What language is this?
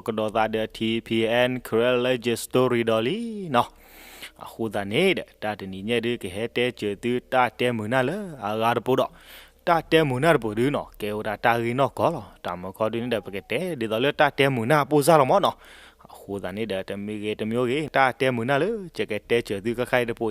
S'gaw Karen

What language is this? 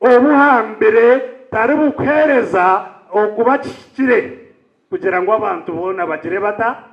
Nyankole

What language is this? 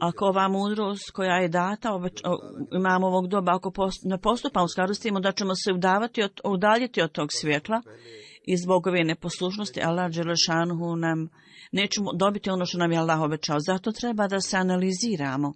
Bosnian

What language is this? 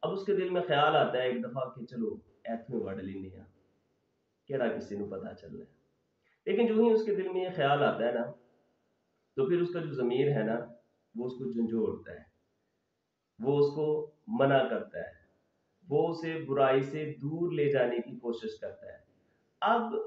Urdu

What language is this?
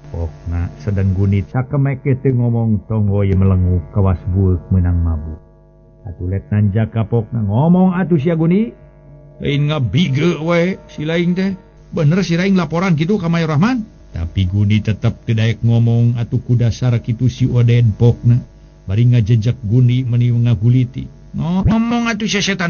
Sundanese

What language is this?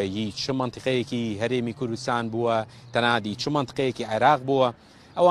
Central Kurdish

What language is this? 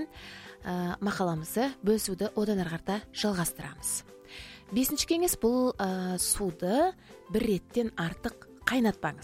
Kazakh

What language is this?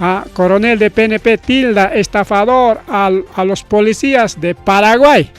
Ayacucho Quechua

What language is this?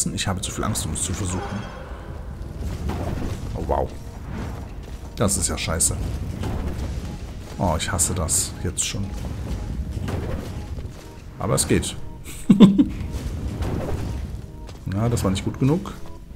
German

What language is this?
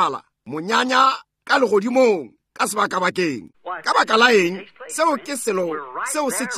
Northern Sotho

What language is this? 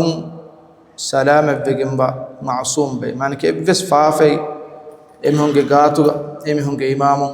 Divehi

